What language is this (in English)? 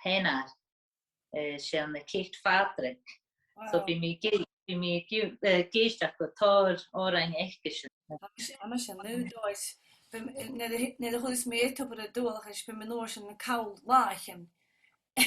Scottish Gaelic